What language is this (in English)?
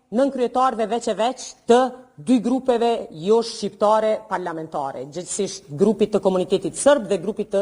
Albanian